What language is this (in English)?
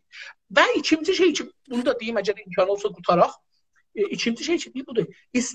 South Azerbaijani